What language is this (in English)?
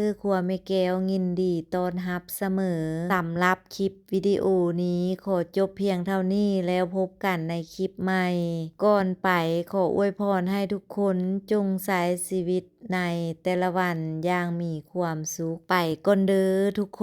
Lao